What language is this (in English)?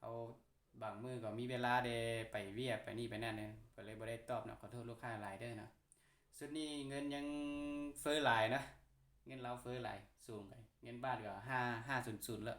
Lao